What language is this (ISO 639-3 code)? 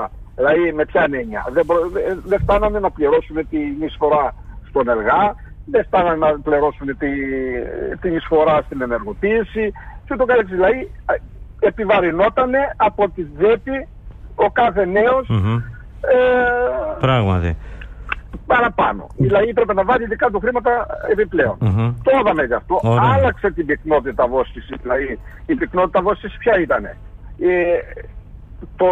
ell